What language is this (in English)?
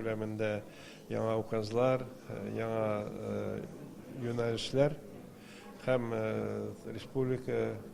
Tatar